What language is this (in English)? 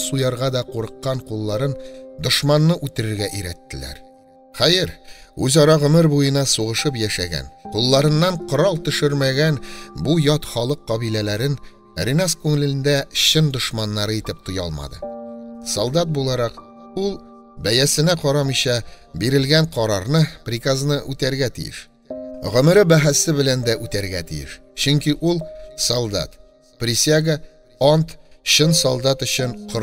Tatar